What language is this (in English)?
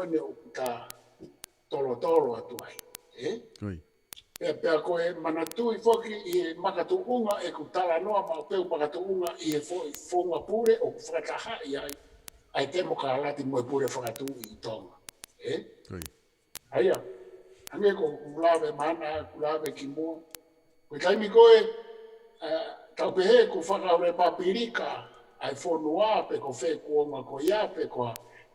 Tongan